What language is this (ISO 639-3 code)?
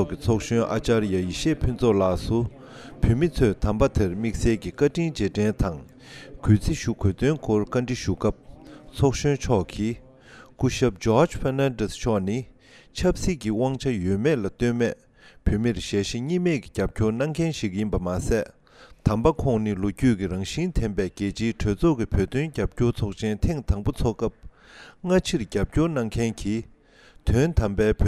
bod